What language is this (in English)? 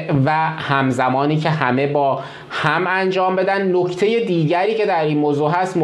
Persian